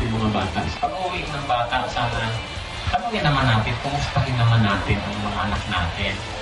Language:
Filipino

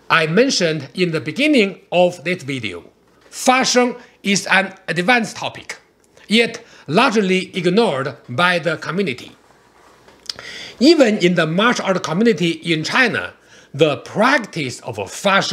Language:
English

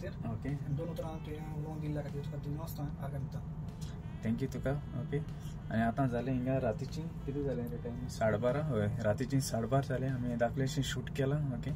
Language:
Konkani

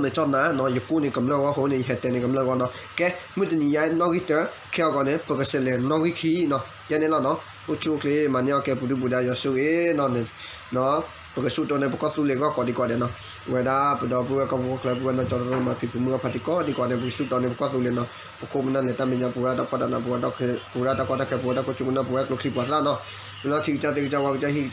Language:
S'gaw Karen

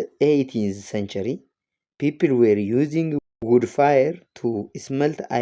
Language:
English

